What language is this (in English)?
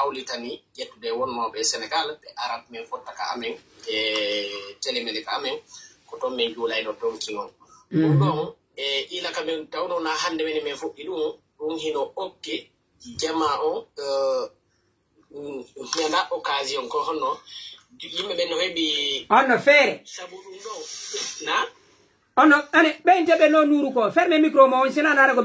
Pular